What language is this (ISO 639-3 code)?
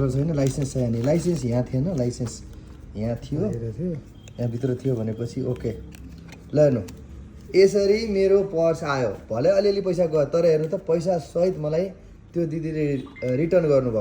nep